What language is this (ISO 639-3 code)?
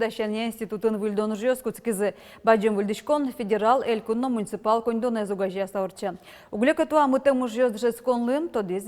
udm